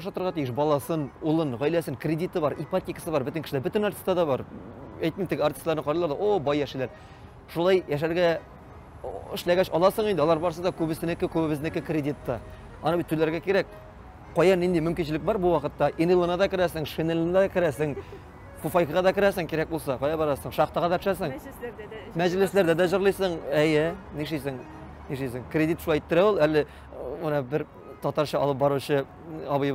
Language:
Tatar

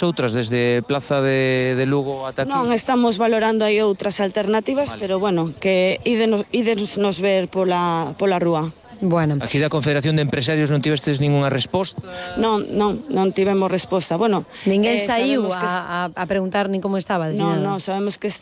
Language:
Galician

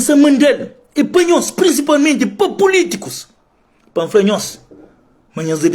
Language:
Kabuverdianu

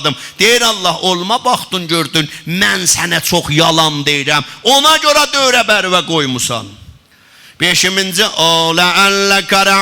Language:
South Azerbaijani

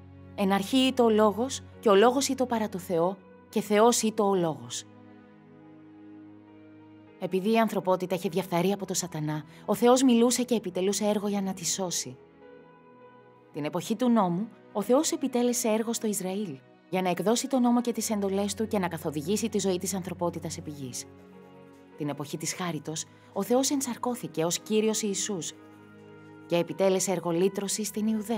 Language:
Greek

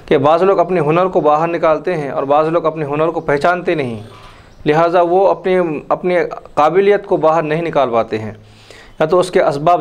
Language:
Urdu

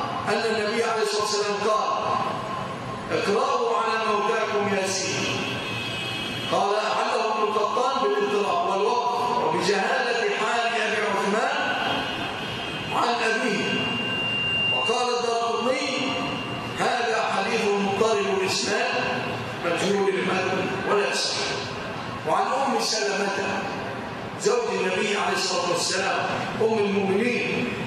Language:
Arabic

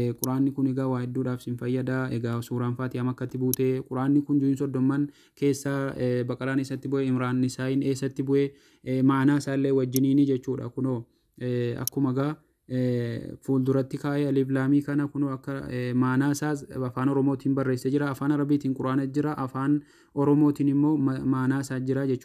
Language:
Oromo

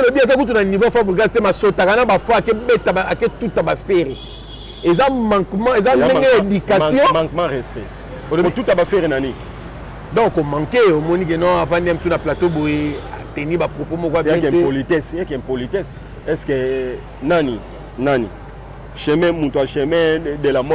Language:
Lingala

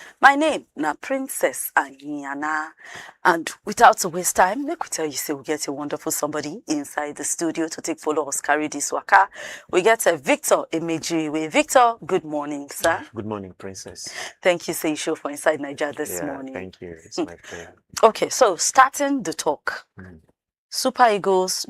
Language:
Nigerian Pidgin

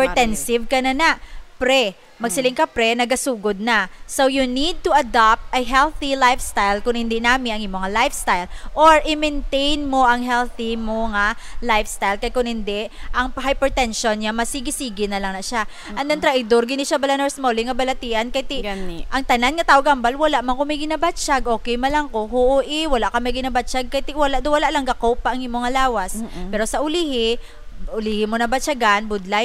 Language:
Hiligaynon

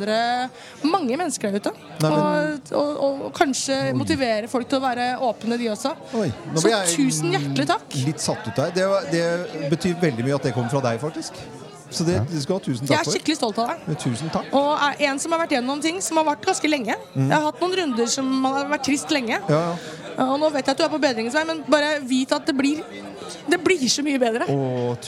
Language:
Norwegian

